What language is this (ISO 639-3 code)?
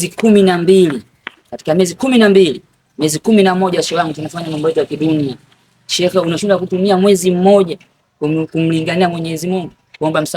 swa